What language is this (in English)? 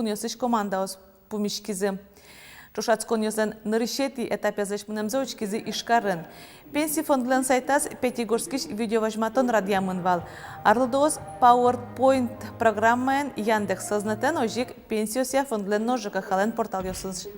Udmurt